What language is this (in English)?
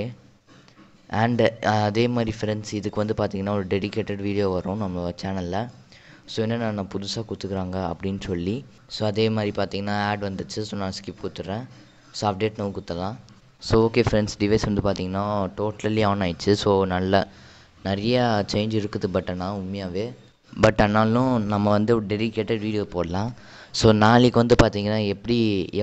Tamil